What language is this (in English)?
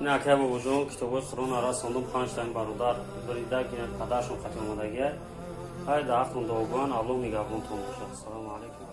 Tajik